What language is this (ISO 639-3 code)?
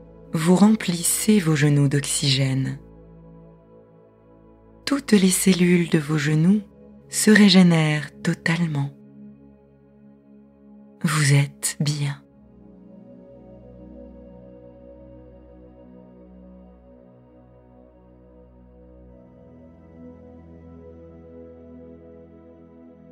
fra